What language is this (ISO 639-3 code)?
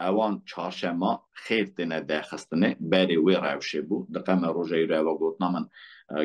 kur